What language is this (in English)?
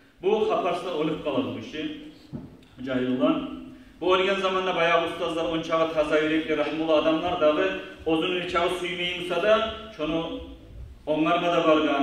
Kumyk